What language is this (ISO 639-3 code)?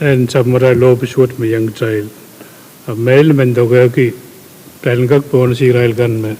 pon